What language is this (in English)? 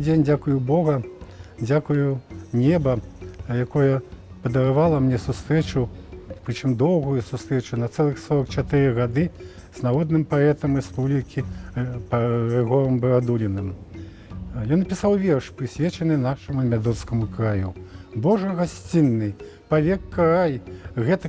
Belarusian